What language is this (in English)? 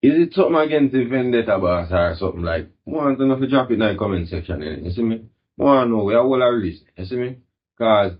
Jamaican Creole English